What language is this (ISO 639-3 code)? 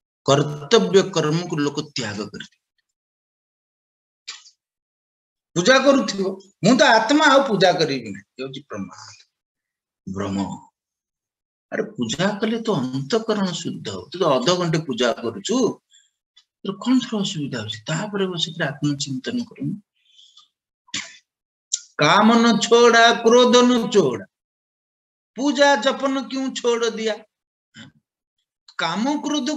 ori